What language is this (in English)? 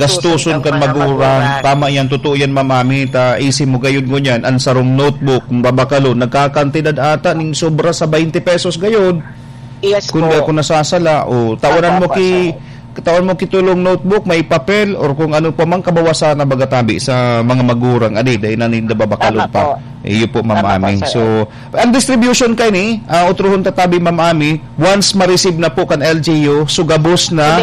Bikol